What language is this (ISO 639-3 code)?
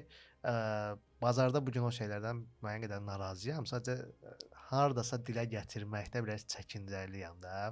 aze